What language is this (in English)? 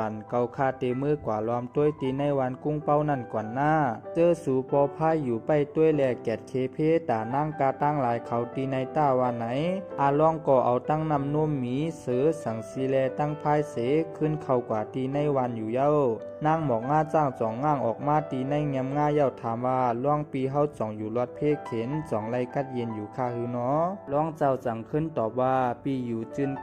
Shan